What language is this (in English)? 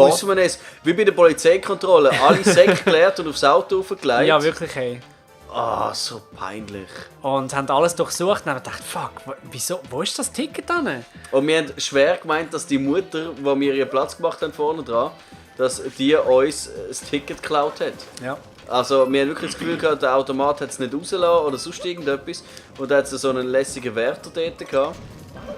Swiss German